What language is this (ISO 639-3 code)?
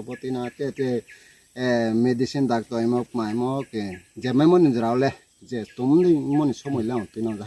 ria